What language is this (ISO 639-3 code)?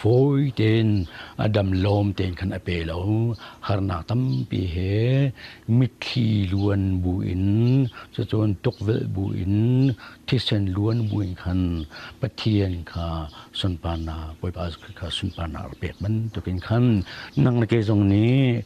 cnh